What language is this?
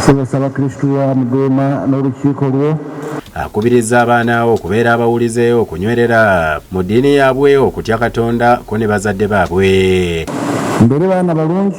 Ganda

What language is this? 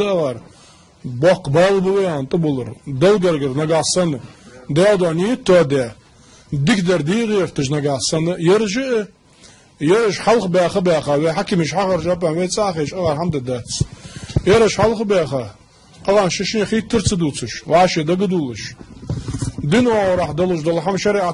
Ingush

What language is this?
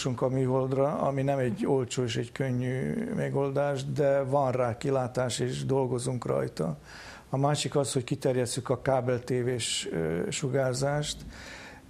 Hungarian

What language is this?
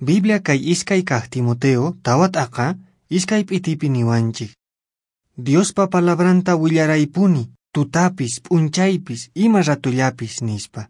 Quechua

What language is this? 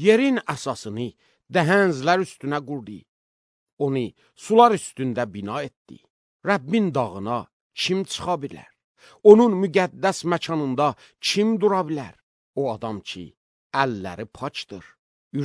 Azerbaijani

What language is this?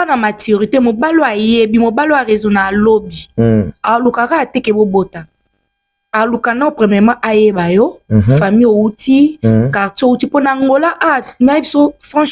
Lingala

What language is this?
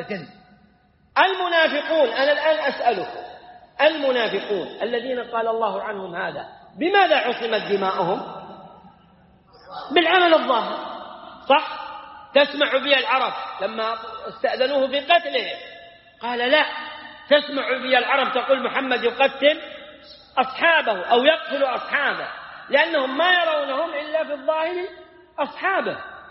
Arabic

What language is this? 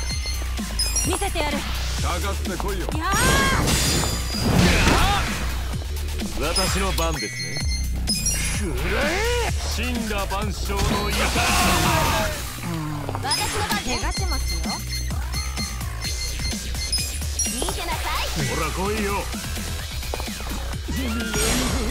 Japanese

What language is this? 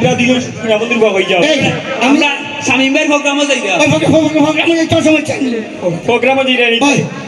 Sylheti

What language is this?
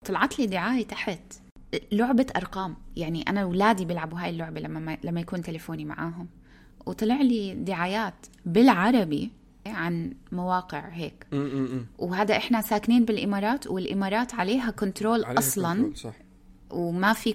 North Levantine Arabic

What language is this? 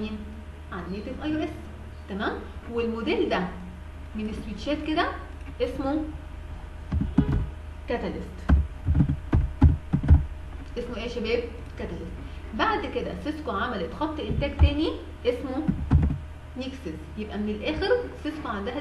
Egyptian Arabic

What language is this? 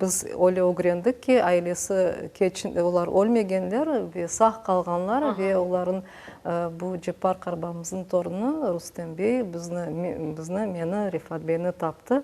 Crimean Tatar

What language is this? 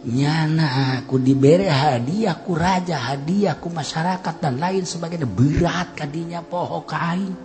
Sundanese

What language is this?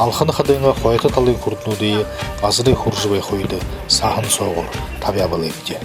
Buriat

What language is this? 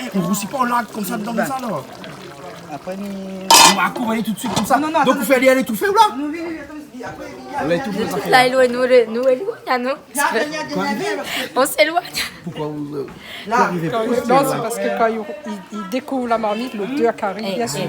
Réunion Creole French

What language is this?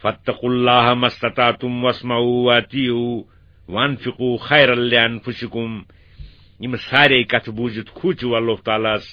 Kashmiri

